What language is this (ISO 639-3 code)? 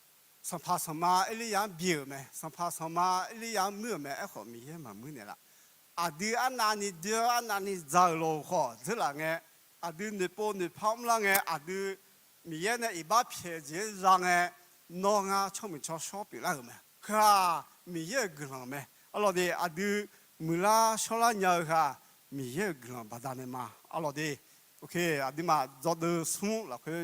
ahk